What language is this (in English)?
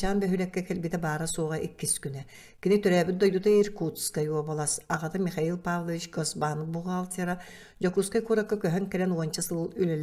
Yakut